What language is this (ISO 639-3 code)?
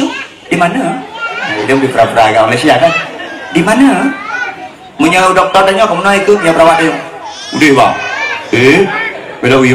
ace